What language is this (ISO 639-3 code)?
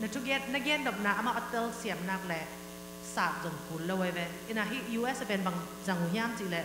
ctd